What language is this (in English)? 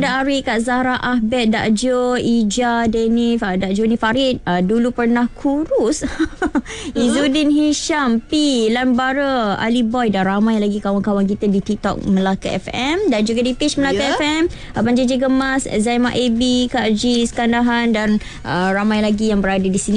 Malay